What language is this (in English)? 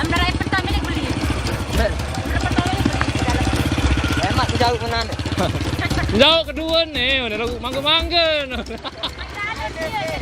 Sasak